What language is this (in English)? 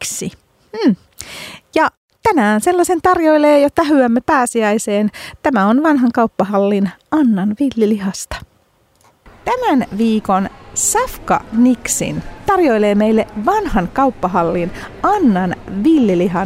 Finnish